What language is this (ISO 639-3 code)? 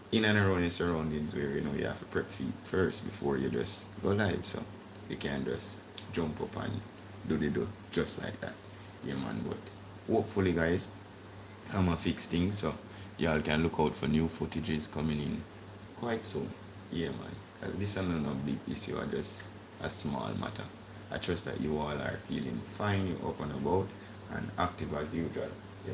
jam